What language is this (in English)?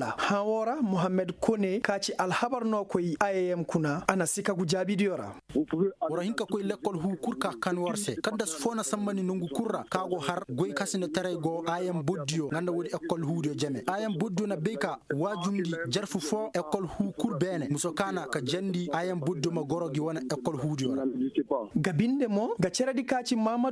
Koyraboro Senni